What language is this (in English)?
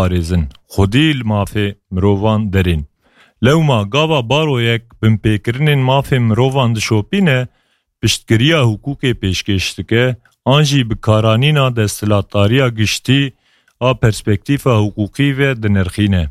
Kurdish